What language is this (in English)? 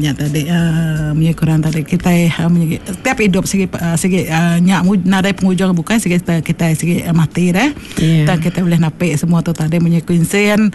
Iban